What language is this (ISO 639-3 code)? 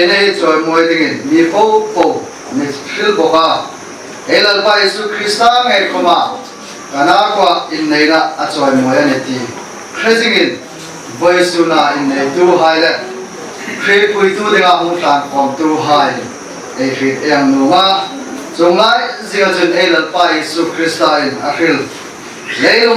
hmr